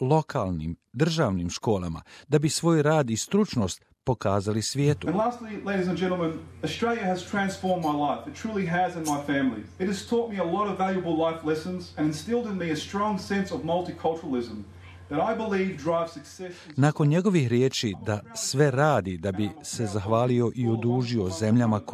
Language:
Bosnian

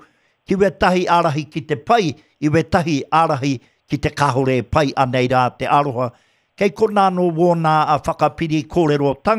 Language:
Māori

